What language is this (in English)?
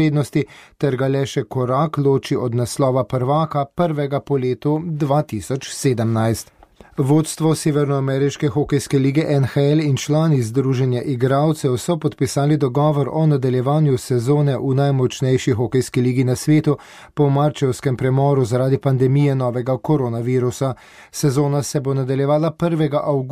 Slovenian